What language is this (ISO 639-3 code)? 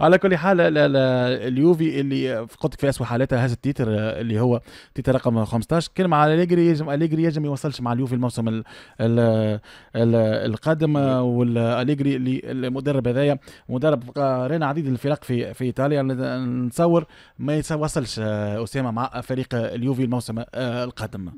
aeb